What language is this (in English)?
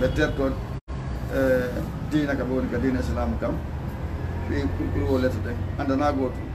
Fula